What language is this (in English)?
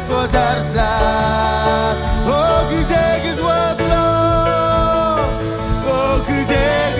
Marshallese